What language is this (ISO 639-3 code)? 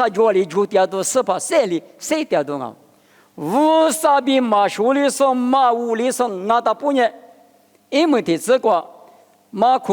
lis